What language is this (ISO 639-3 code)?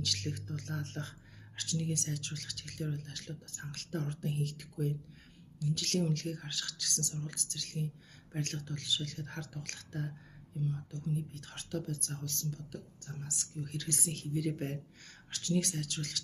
mon